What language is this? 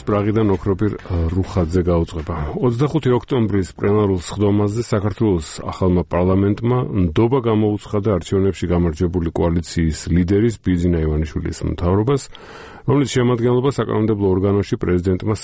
Georgian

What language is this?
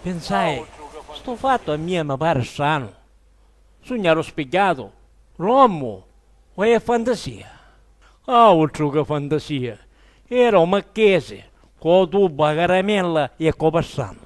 Sicilian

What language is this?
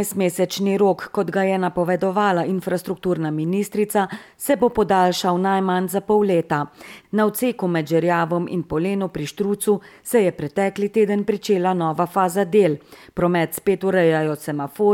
Slovenian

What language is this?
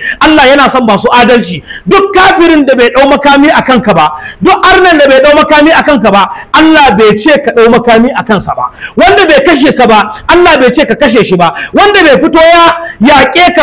Hausa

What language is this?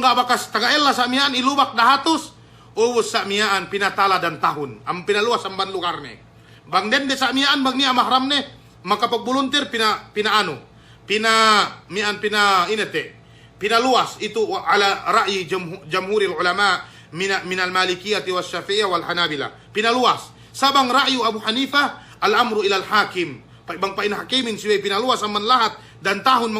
Yakan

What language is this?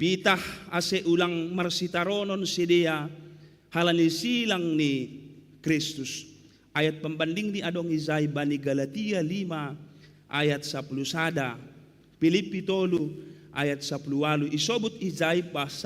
Batak Simalungun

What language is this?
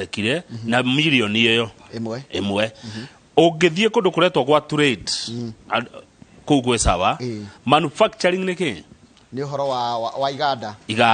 Kikuyu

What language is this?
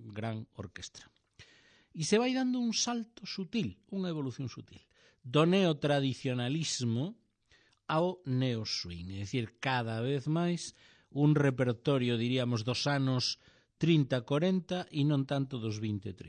Galician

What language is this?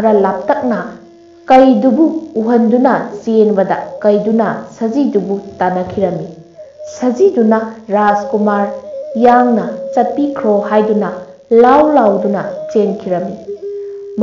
Manipuri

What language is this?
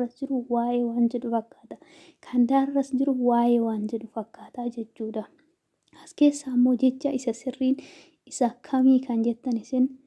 Oromo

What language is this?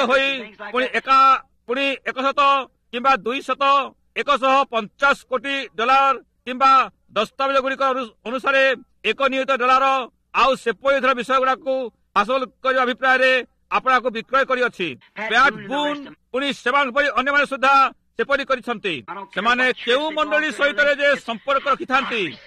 Odia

